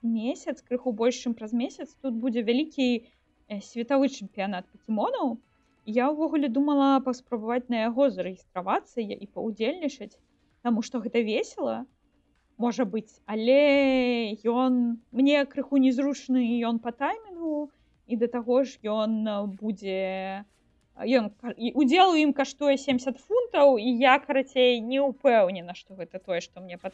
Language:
Belarusian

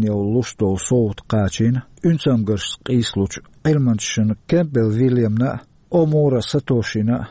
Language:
Chechen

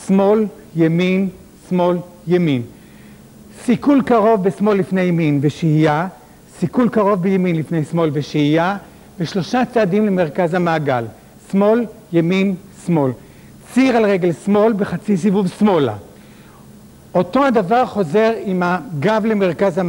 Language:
Hebrew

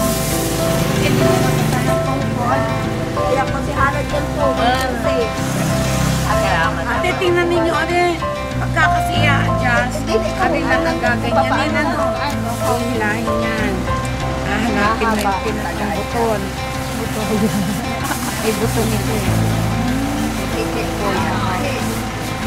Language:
Filipino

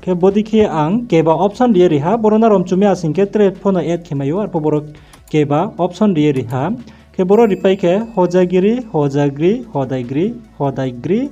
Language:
Riang (India)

